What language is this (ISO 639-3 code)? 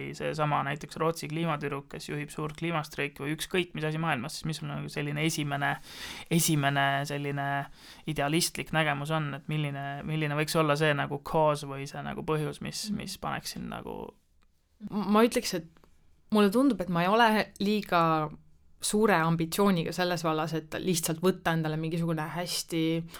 est